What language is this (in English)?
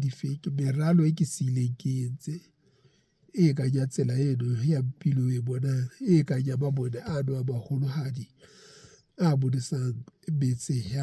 Southern Sotho